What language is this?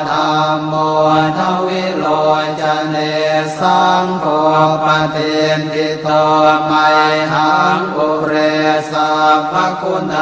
Pali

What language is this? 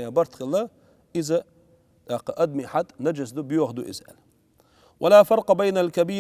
Chechen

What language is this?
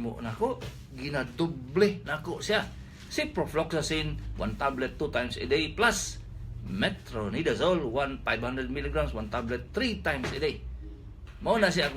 Cebuano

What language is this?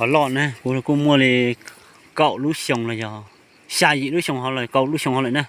Hmong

